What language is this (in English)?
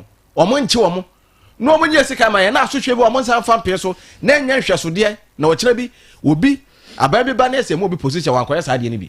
Akan